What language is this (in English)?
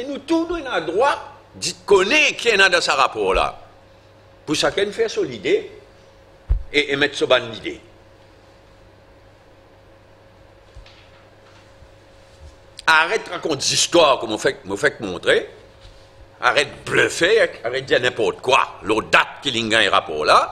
French